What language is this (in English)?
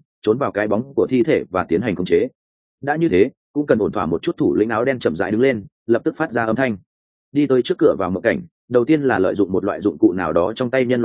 Vietnamese